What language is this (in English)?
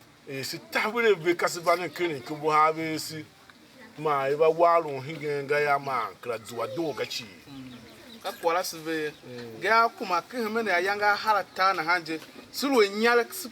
Tiv